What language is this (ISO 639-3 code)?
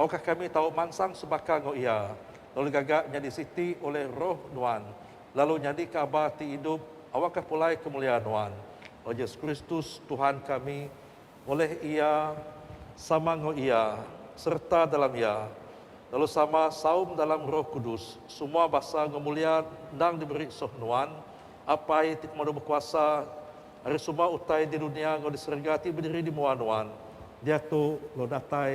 iba